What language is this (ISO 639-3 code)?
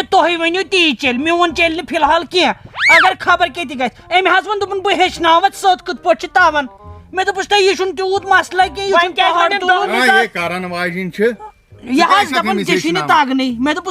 kas